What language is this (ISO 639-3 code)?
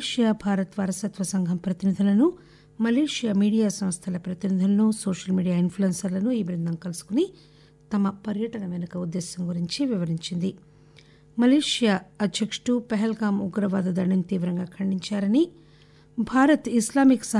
tel